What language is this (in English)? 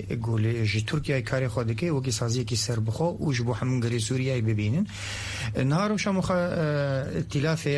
Kurdish